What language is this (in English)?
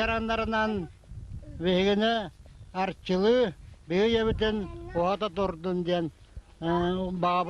Yakut